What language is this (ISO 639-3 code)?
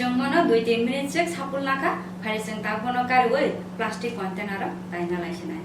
trp